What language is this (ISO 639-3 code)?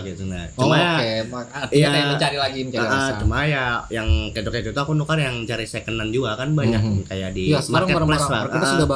bjn